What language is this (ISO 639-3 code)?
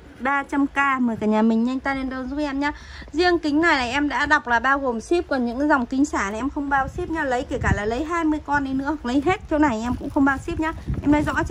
vie